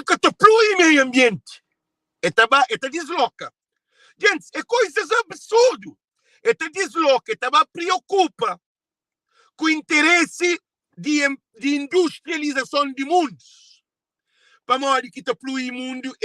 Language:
Kabuverdianu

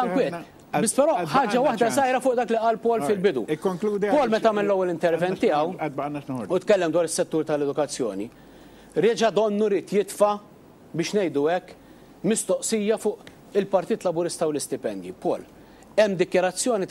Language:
Maltese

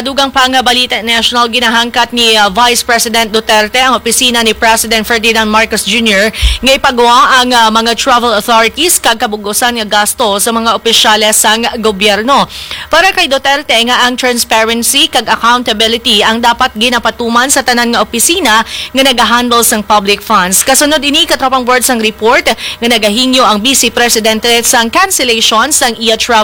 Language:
Hiligaynon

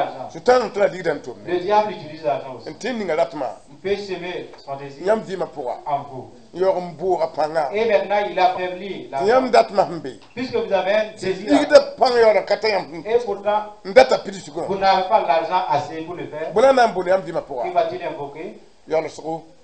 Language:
Mossi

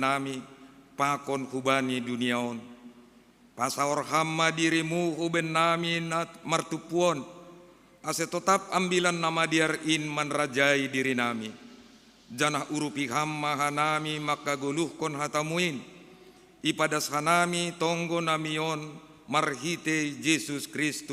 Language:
Batak Simalungun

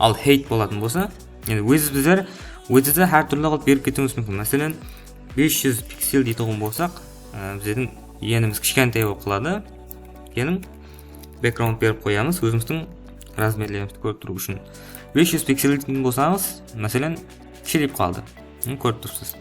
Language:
Kara-Kalpak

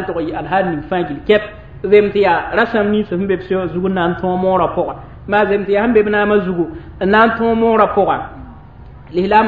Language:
Mossi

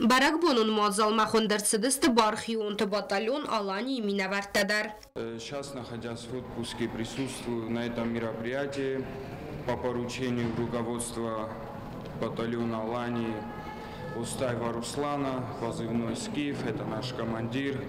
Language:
Ossetic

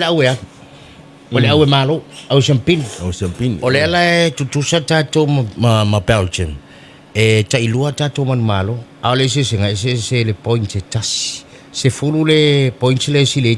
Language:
Samoan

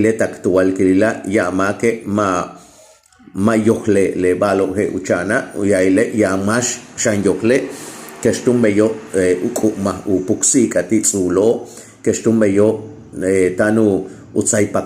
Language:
Yucateco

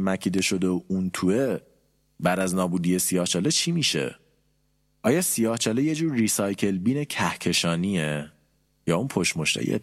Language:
Persian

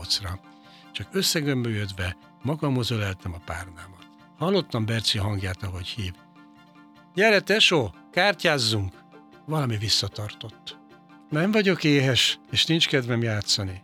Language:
Hungarian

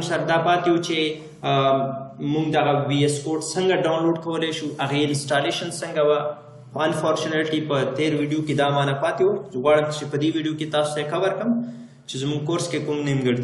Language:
Pashto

